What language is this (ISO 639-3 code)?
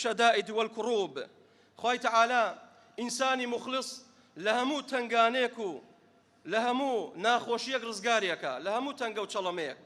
ckb